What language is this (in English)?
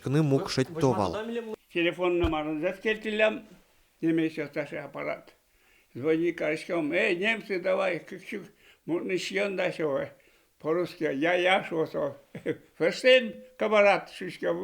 Udmurt